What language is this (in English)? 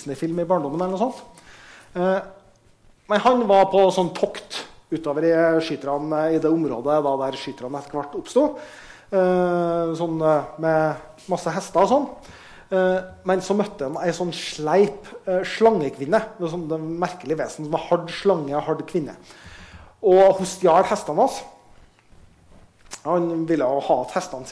Norwegian